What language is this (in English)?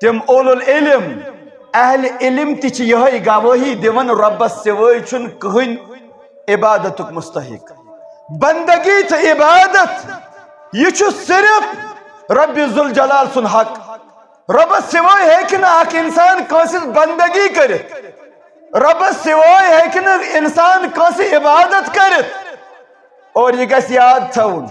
Kashmiri